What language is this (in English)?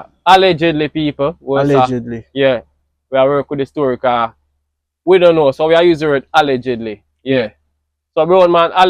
Jamaican Creole English